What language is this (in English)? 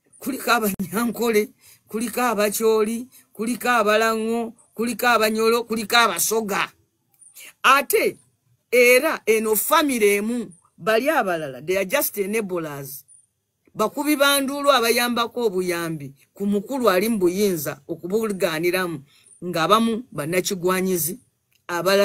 Ganda